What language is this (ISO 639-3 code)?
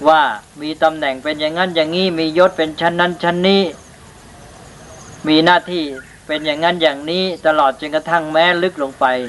tha